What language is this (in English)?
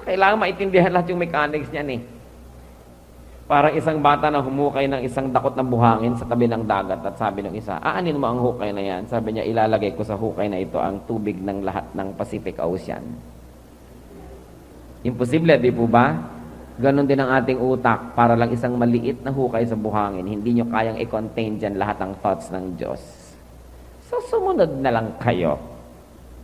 Filipino